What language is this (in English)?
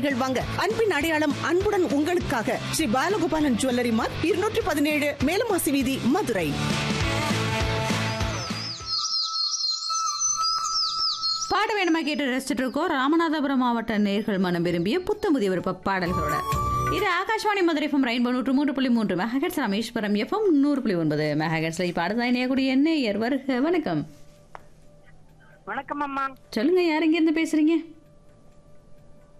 Tamil